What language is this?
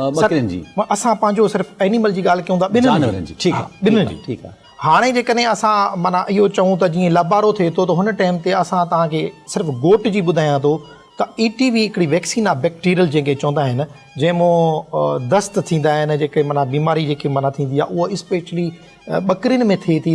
Sindhi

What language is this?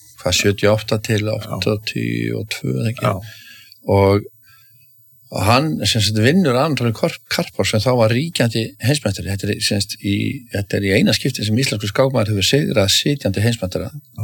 Icelandic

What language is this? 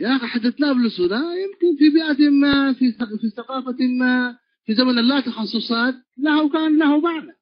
Tigre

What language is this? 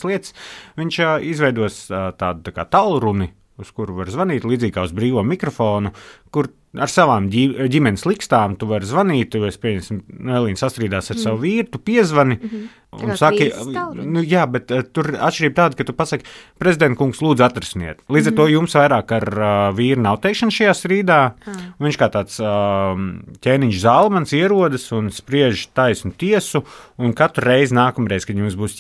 Latvian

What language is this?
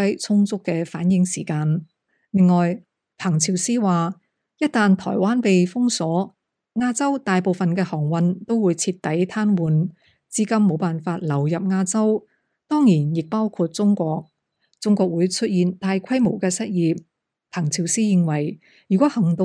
Cantonese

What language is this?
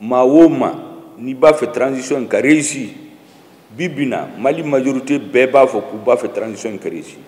Bambara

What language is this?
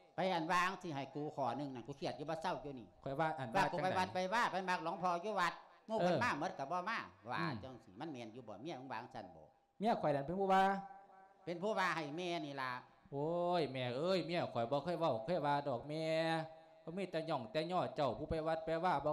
Lao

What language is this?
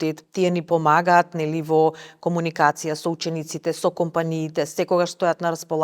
Macedonian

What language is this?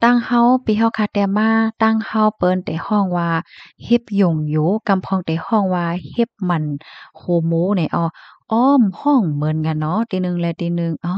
Shan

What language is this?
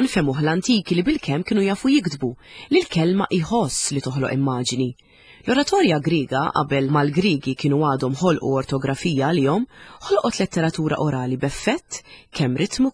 Maltese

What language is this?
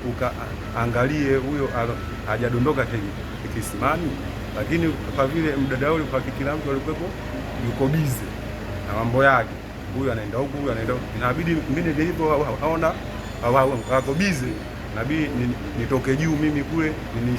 Swahili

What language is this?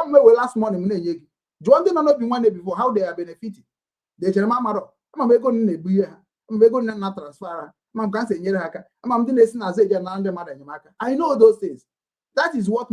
Igbo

